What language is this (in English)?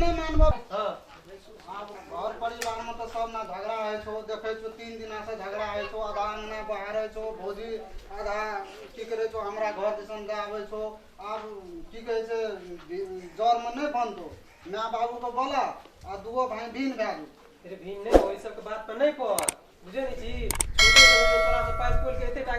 Maithili